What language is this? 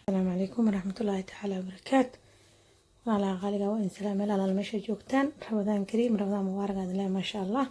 Somali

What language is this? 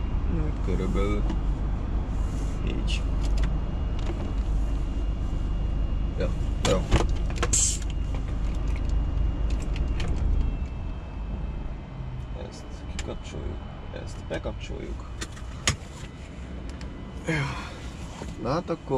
Hungarian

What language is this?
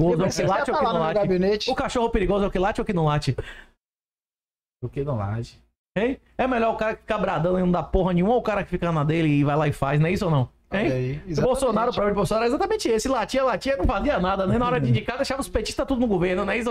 Portuguese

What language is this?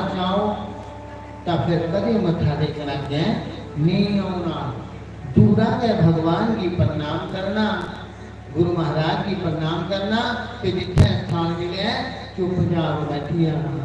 Dogri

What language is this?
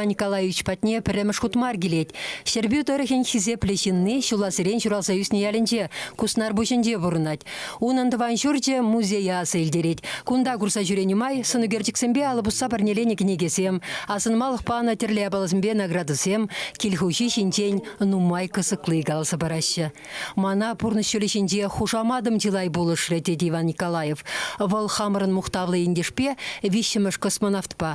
Chuvash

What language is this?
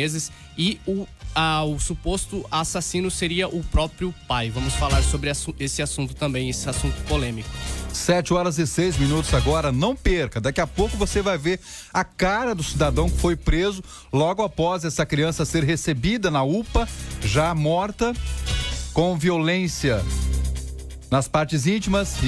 Portuguese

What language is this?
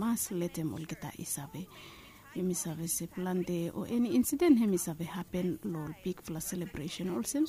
Bislama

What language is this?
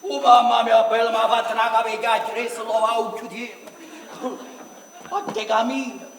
Neapolitan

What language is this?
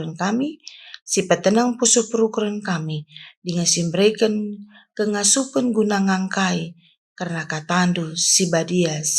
Batak Karo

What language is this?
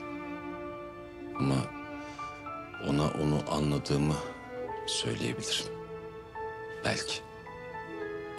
Turkish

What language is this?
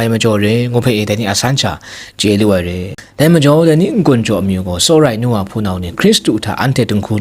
Kachin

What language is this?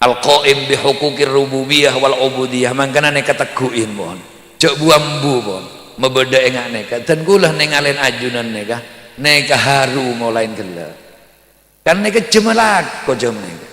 Madurese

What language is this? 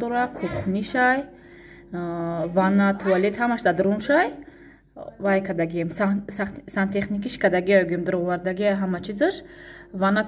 Tajik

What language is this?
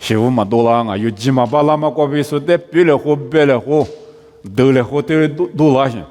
Lisu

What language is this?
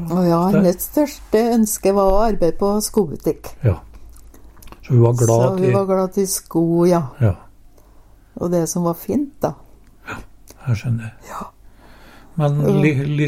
Norwegian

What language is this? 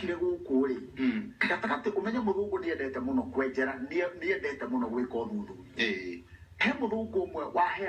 Kikuyu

